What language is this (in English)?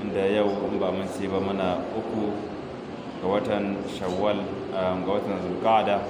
Hausa